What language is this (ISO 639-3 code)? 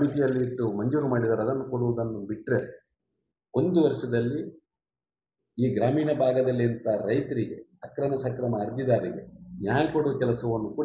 kan